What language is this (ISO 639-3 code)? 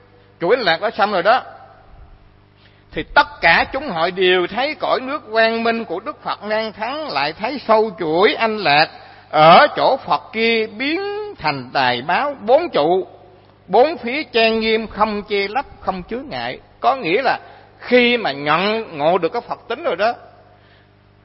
vie